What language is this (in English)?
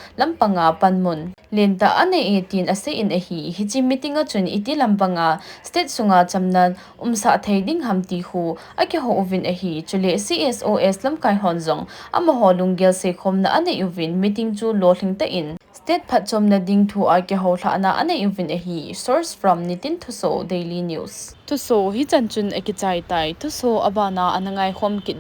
Thado Chin